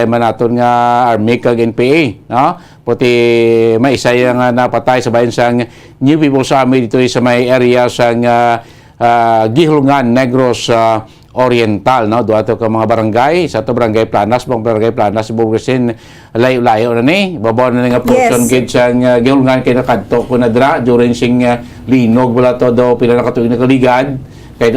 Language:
Hiligaynon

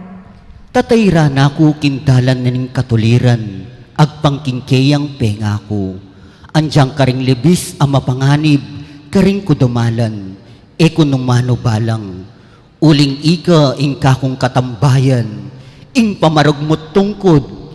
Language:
Pampanga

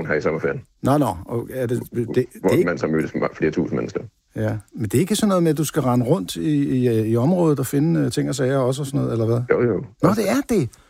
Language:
Danish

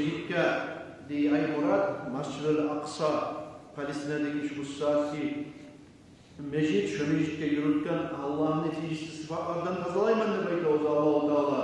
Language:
Kumyk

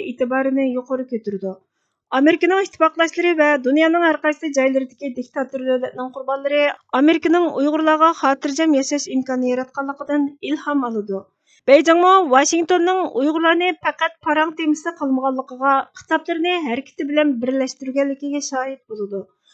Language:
Uyghur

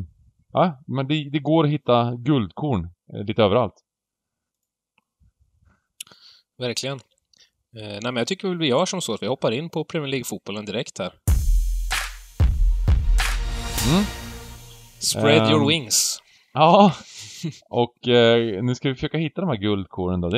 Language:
Swedish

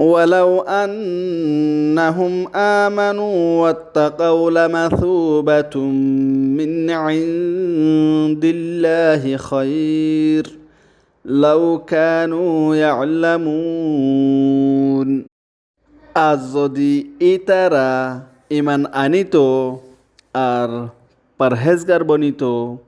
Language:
Rohingya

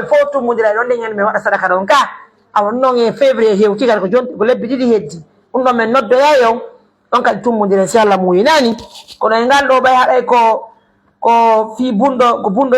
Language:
Pular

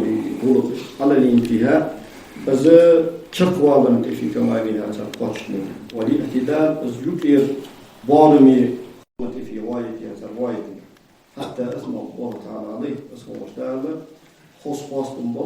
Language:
Ingush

